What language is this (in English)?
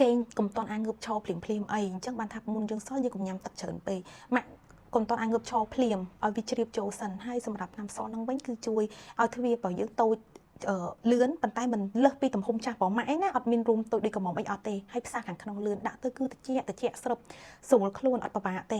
Khmer